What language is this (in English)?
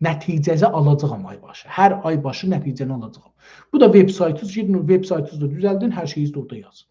South Azerbaijani